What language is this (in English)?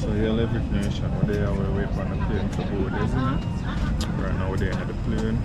Jamaican Creole English